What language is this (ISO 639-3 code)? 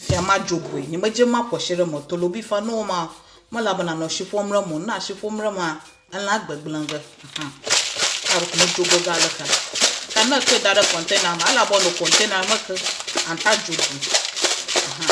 ewe